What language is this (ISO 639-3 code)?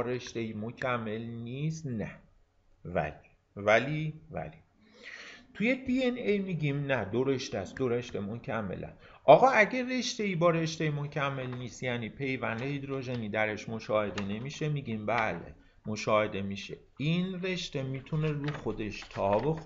fas